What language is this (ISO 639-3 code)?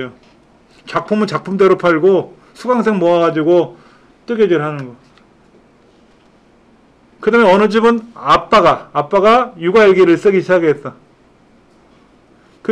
kor